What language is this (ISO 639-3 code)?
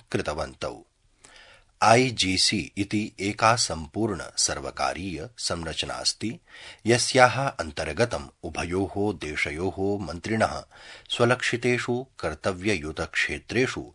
san